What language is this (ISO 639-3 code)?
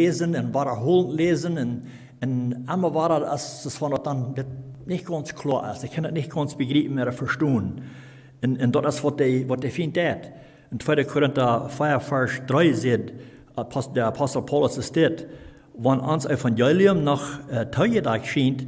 pdt